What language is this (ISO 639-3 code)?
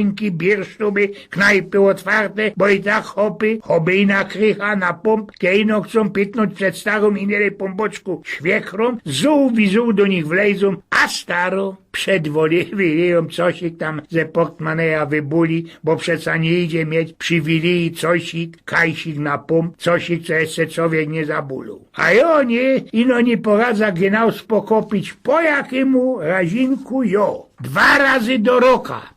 szl